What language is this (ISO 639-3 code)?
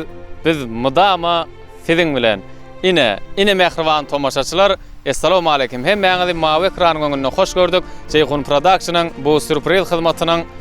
tuk